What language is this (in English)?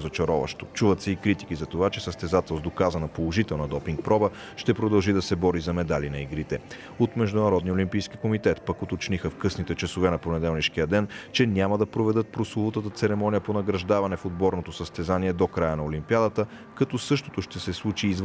Bulgarian